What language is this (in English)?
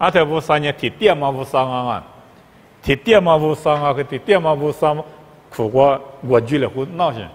Lisu